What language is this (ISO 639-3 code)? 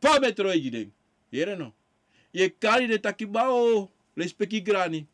srn